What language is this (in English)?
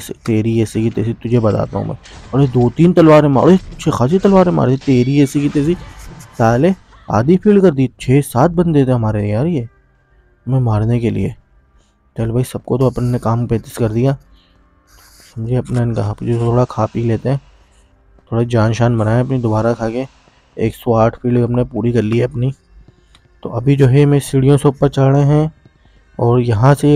Hindi